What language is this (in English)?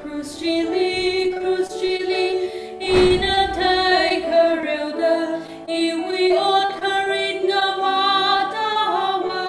Tangkhul Naga (India)